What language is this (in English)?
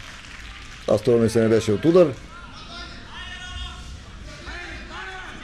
Bulgarian